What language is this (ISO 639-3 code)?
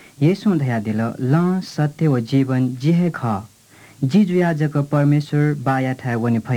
new